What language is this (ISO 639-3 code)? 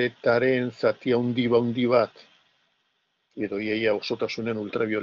eus